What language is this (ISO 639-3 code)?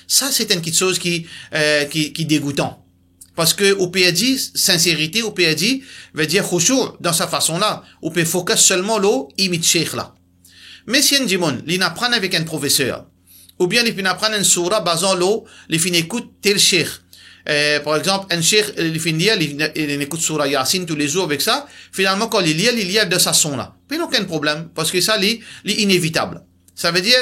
mfe